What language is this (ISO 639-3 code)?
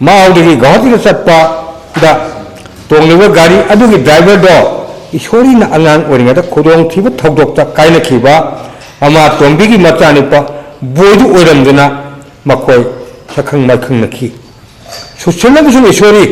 mni